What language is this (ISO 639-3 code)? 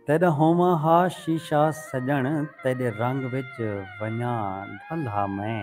skr